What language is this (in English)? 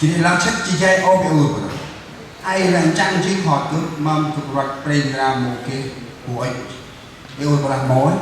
Central Mnong